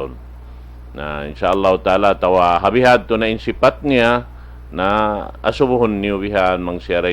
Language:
Tausug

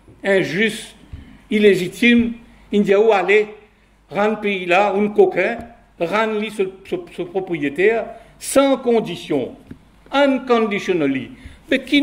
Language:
Morisyen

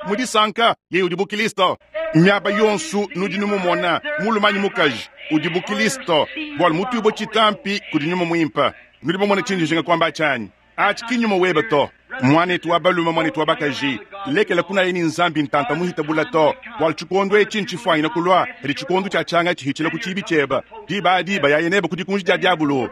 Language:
Luba-Lulua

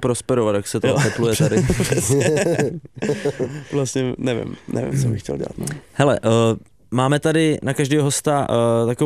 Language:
Czech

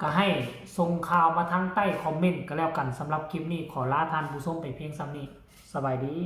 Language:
Northeastern Thai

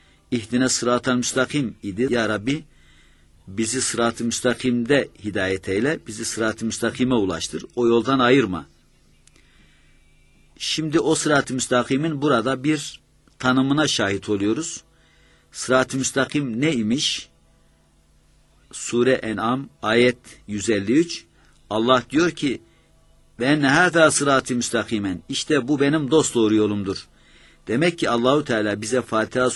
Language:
Turkish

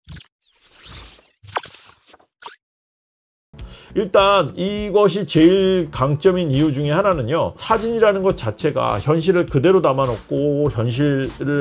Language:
Korean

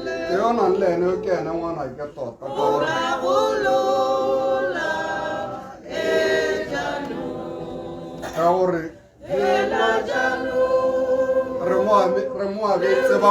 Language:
Tswana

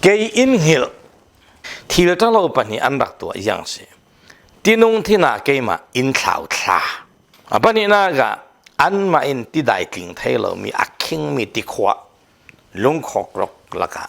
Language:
Falam Chin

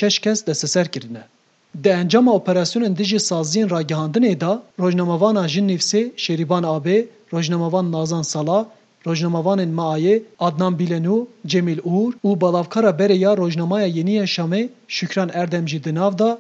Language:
Kurdish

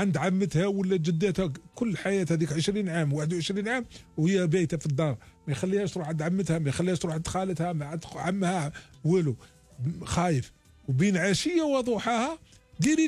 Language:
Algerian Arabic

